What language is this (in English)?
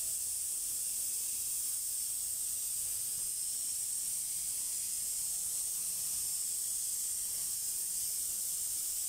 Filipino